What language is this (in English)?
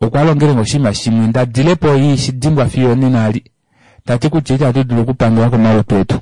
Kuanyama